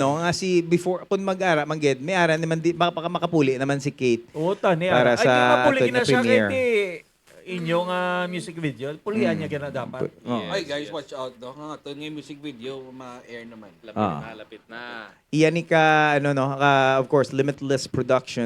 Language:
Hiligaynon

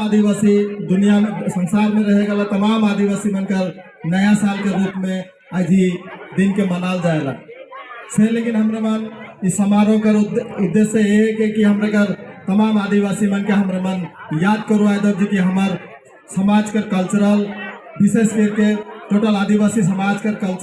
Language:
Sadri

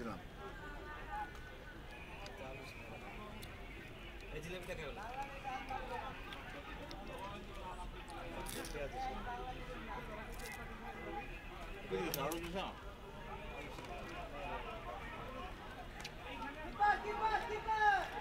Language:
Bangla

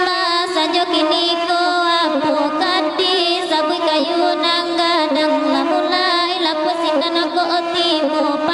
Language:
Minangkabau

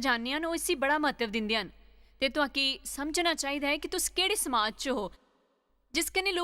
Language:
Dogri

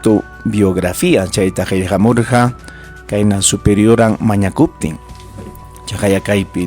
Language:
Ayacucho Quechua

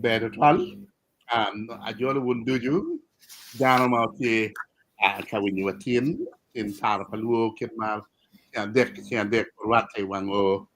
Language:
Acoli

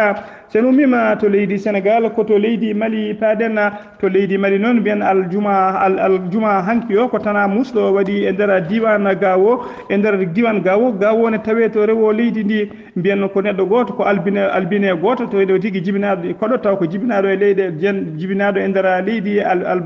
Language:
Fula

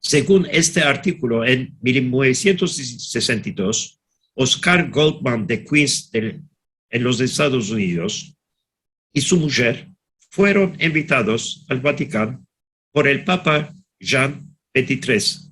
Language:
Ladino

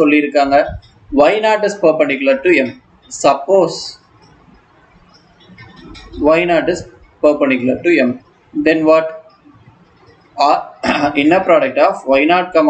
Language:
Tamil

